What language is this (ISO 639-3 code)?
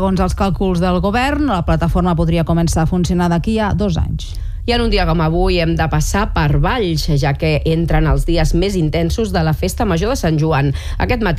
cat